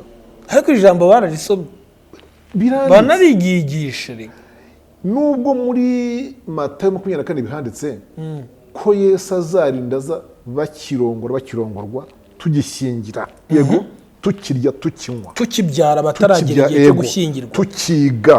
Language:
Kinyarwanda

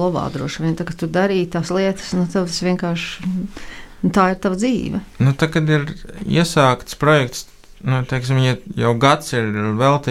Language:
Latvian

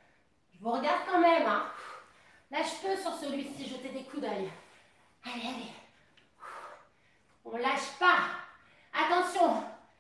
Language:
French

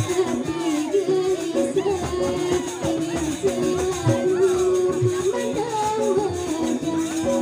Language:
Sasak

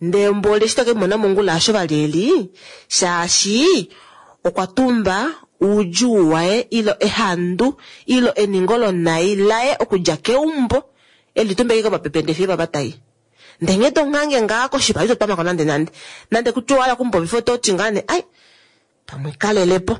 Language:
Kuanyama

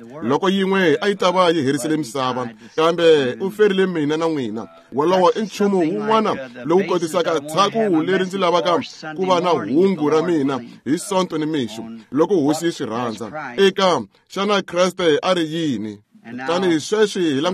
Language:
Tsonga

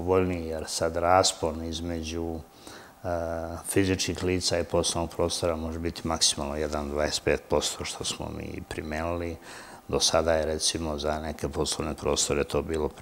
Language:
Serbian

